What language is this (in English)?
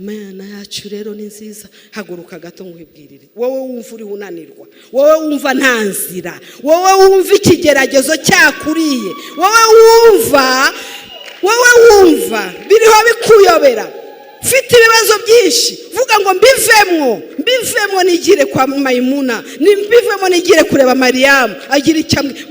Kinyarwanda